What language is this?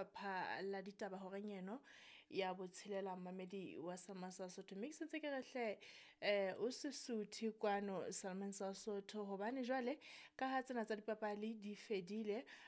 Southern Sotho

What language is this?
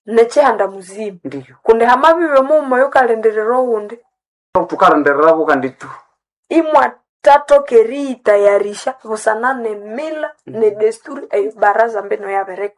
Nande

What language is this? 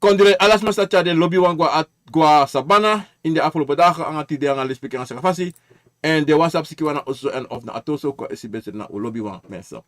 Sranan Tongo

